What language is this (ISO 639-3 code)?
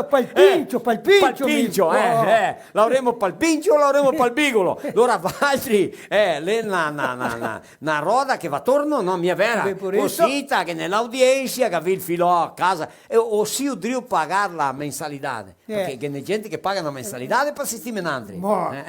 vec